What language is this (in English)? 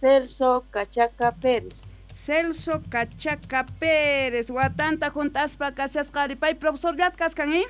South Bolivian Quechua